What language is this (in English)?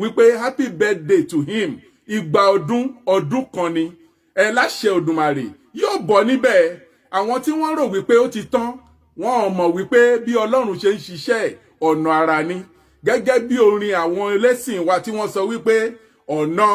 Yoruba